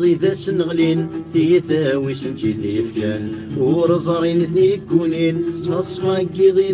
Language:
Kabyle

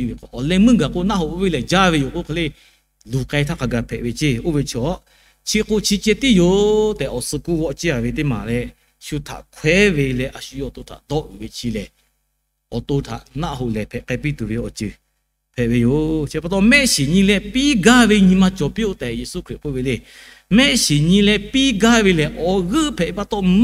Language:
Lahu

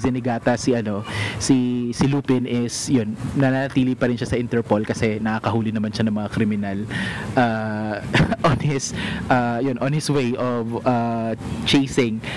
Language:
Filipino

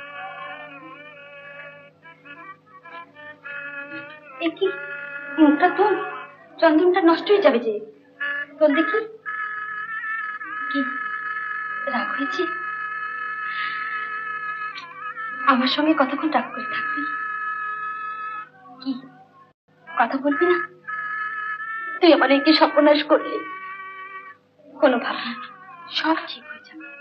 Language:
Bangla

